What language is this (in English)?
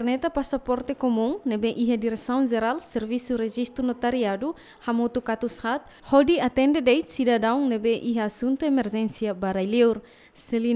Tetum